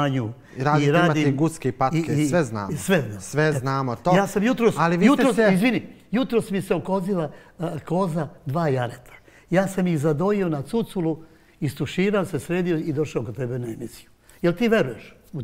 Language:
Serbian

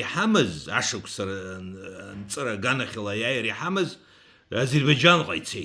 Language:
Abkhazian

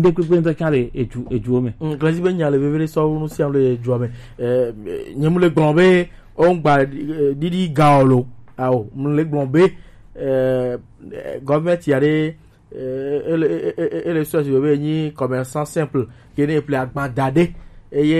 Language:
Gen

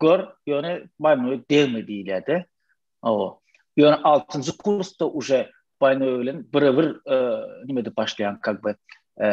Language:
Turkmen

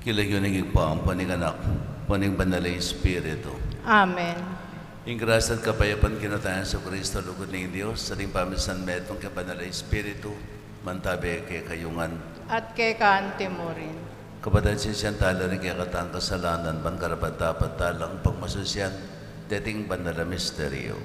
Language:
Pampanga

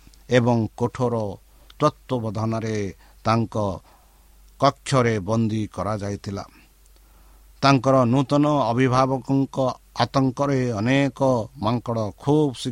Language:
Odia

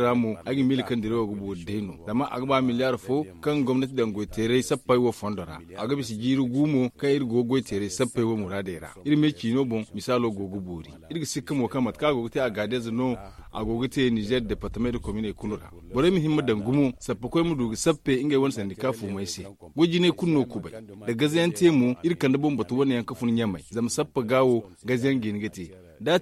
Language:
Zarma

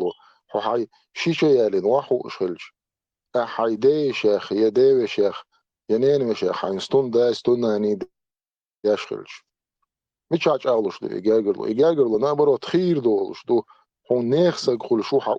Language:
Chechen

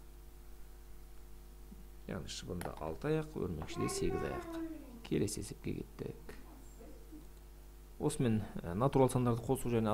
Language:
Kazakh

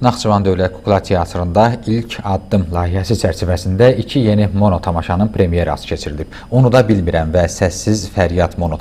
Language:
Azerbaijani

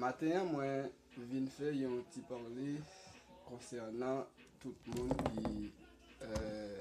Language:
Haitian Creole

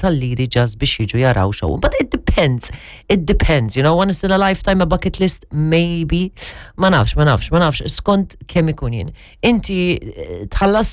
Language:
Maltese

